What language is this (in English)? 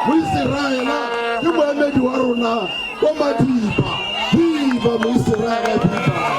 Tswana